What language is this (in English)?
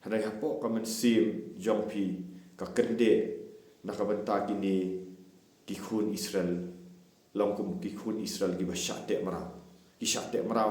Khasi